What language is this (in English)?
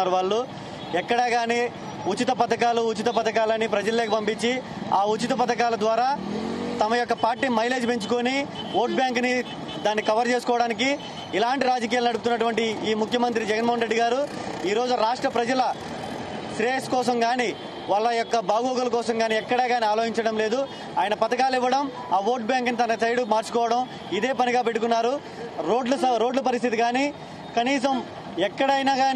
Telugu